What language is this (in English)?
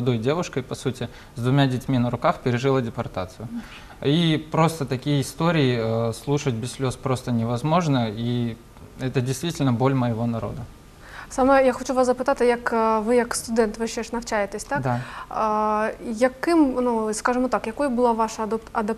Ukrainian